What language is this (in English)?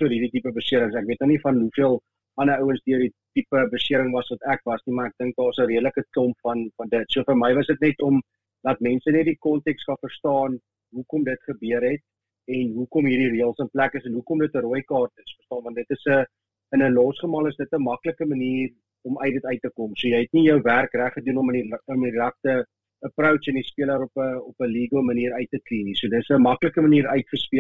Afrikaans